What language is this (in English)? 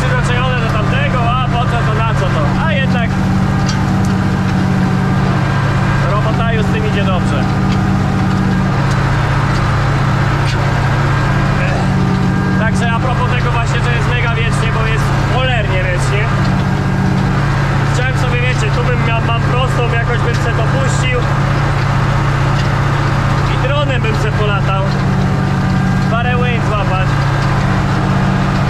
Polish